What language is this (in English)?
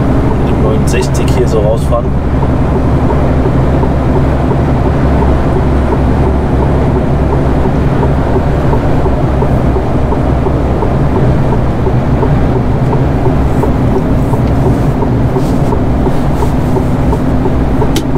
German